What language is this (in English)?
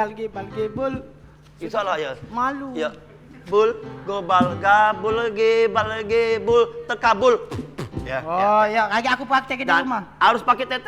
Musi